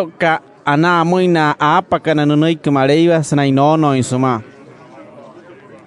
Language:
Wayuu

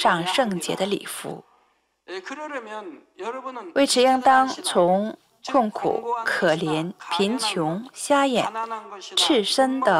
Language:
Chinese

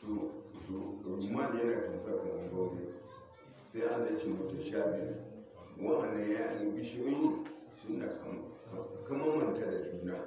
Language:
Hausa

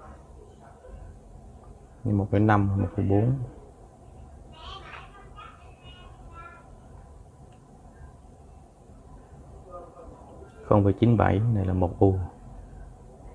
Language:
Vietnamese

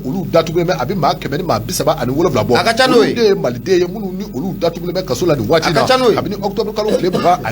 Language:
Bambara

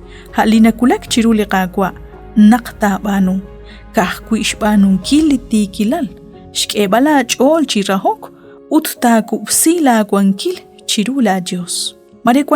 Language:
Kekchí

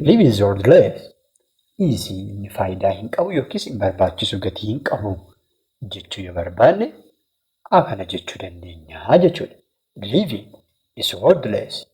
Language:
Oromo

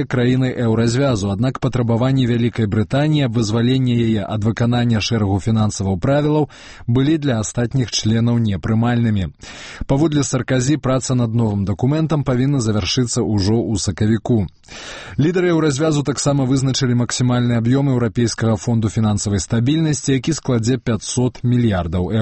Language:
Belarusian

